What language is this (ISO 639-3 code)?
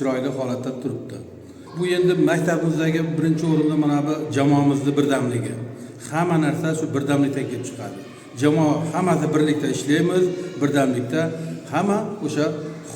uzb